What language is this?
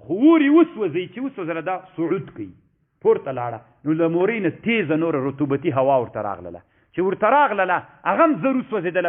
Pashto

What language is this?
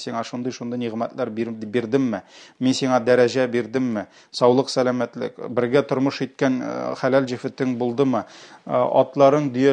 Tatar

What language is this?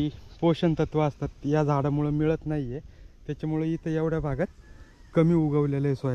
Marathi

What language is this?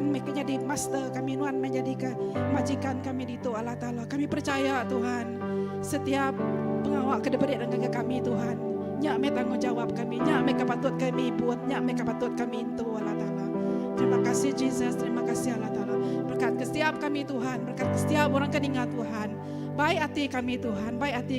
Iban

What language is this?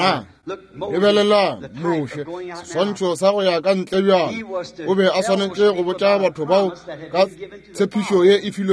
Northern Sotho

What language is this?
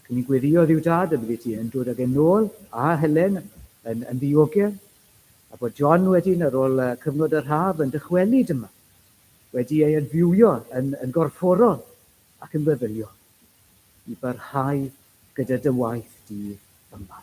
Welsh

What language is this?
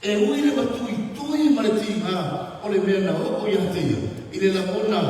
Samoan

